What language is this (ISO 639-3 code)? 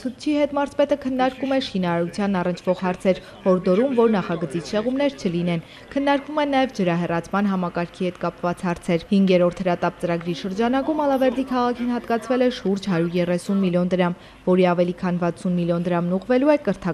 hye